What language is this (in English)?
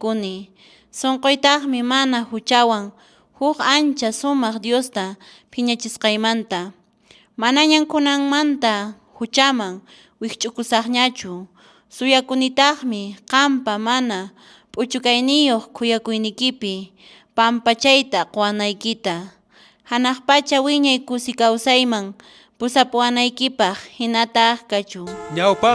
Quechua